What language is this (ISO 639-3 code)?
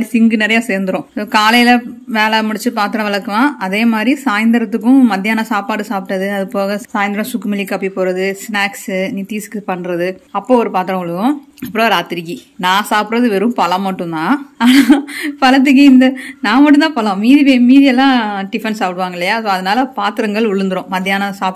tam